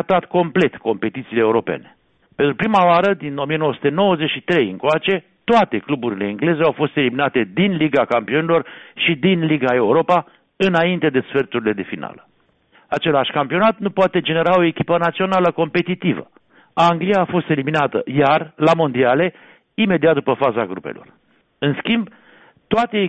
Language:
Romanian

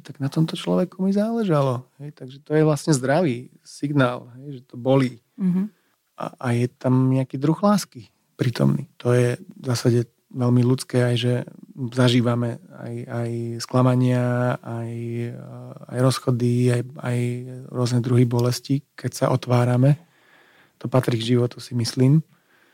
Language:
Slovak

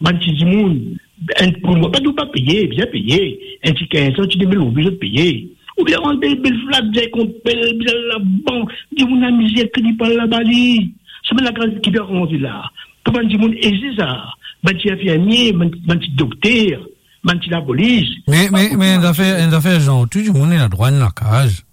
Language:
Morisyen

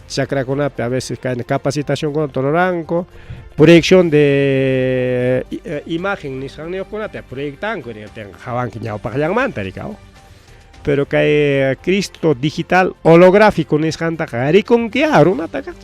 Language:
Ayacucho Quechua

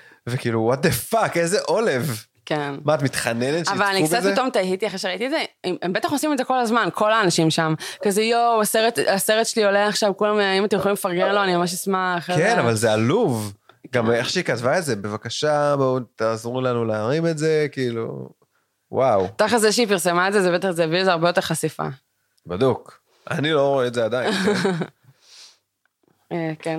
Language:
Hebrew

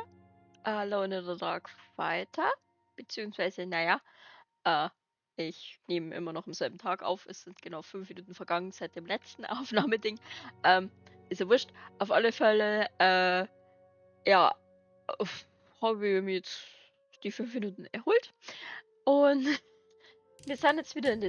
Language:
Bavarian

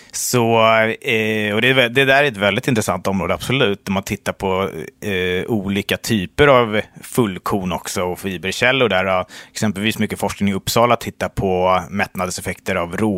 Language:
Swedish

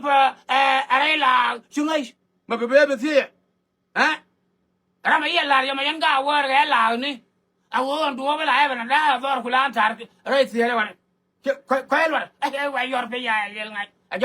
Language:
Nuer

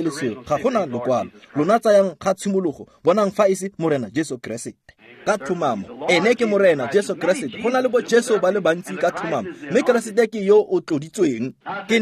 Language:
Tswana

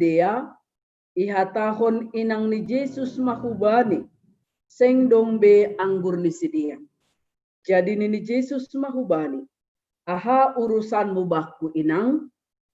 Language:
Batak Simalungun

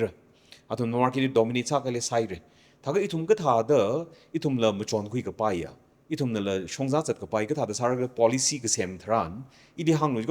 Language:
Tangkhul Naga (India)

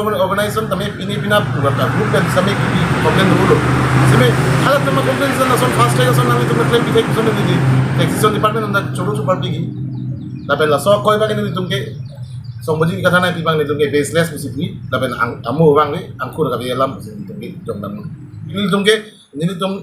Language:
Karbi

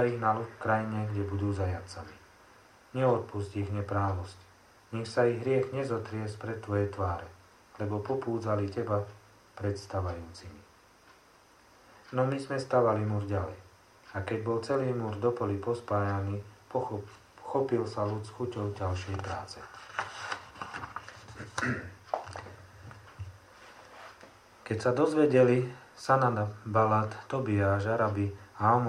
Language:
Slovak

